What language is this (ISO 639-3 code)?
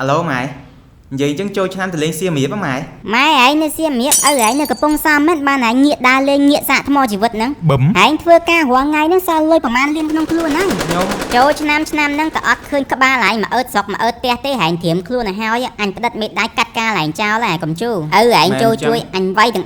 khm